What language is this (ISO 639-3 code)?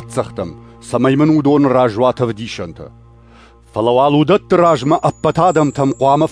oss